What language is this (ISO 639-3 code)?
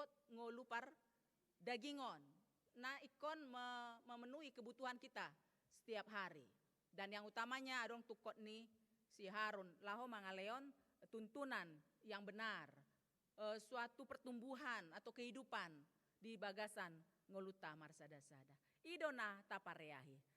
bbc